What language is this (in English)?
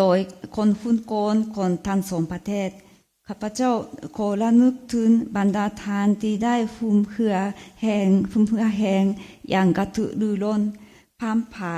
Lao